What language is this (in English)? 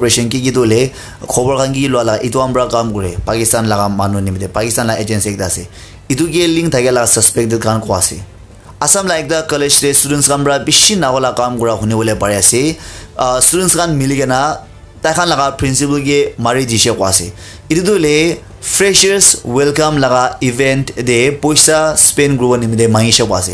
Naga Pidgin